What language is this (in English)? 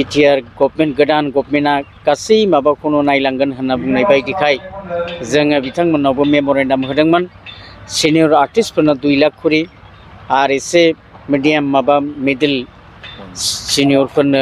Bodo